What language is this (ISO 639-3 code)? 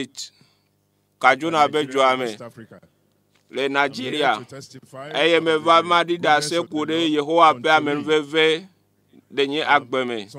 ewe